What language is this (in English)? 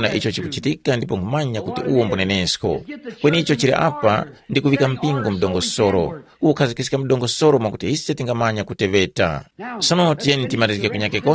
Tumbuka